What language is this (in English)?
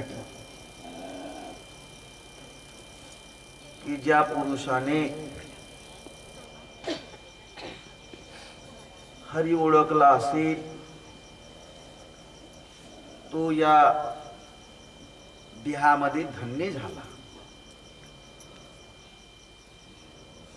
Marathi